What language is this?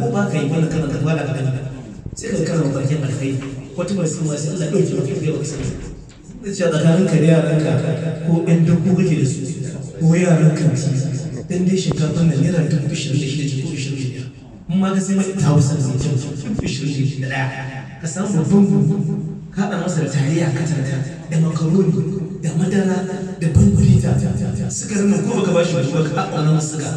Hausa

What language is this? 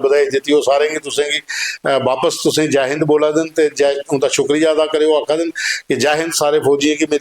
Dogri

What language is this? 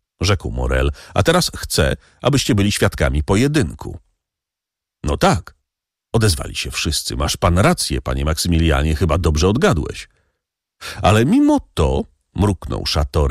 Polish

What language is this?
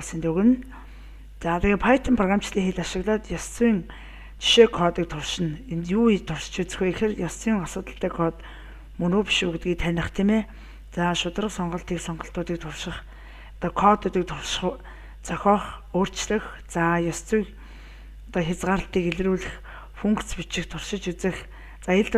Mongolian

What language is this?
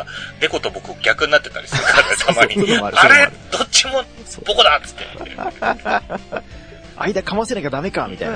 Japanese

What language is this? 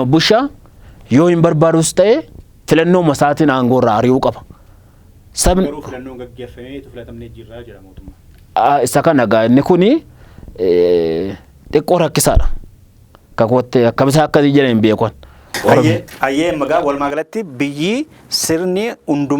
Oromo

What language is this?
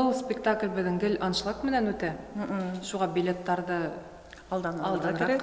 Bashkir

